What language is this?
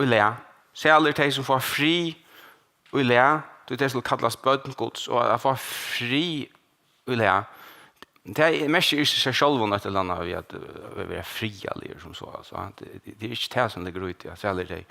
Faroese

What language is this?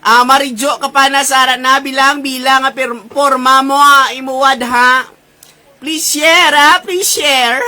Hiligaynon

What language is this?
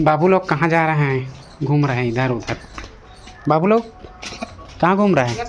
Chhattisgarhi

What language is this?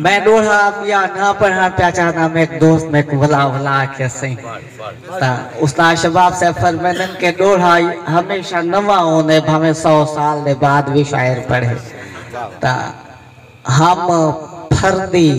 Saraiki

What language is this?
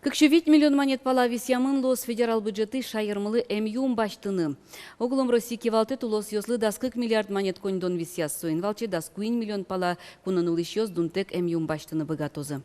Udmurt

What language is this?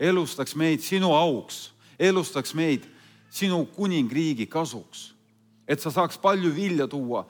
Estonian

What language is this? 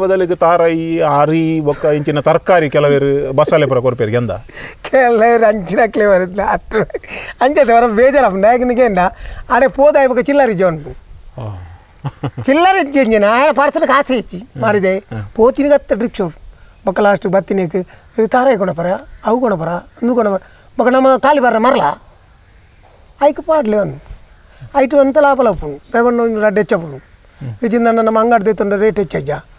Tulu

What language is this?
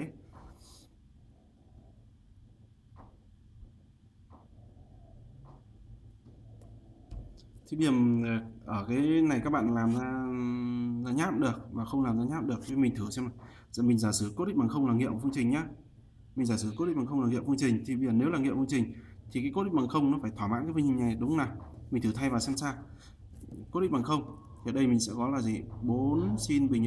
Vietnamese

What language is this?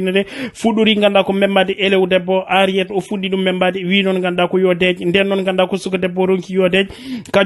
Fula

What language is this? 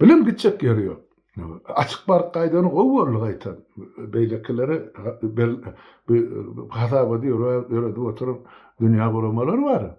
Turkmen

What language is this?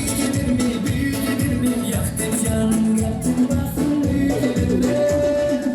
Kara-Kalpak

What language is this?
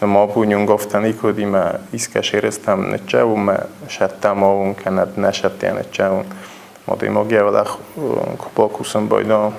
Ossetic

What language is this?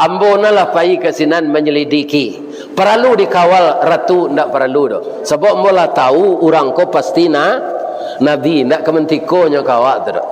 Minangkabau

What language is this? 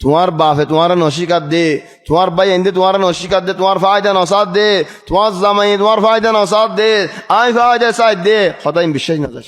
Rohingya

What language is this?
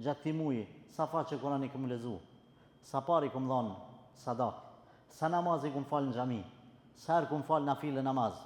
Albanian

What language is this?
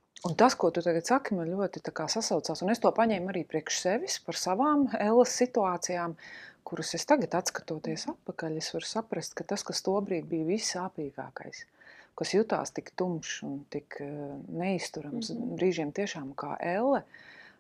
Latvian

